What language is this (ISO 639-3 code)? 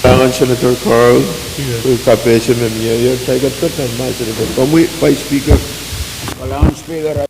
pon